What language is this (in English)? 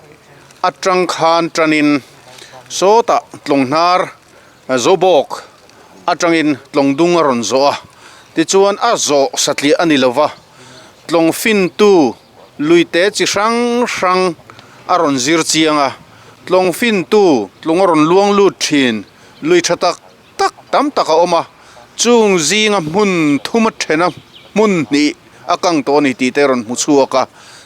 Mizo